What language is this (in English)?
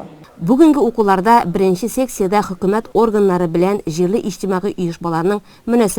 Tatar